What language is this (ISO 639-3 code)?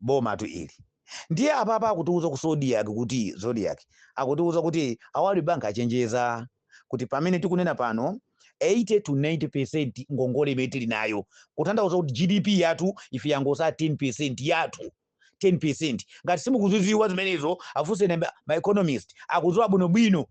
nya